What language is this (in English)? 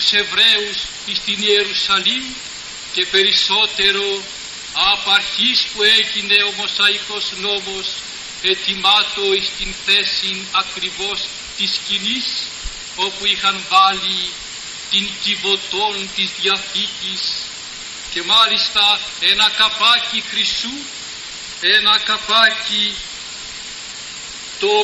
Greek